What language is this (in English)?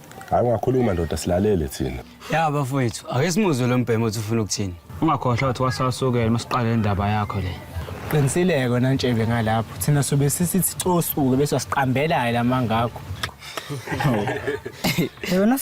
Zulu